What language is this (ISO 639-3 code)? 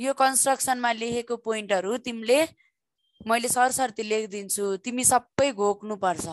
nep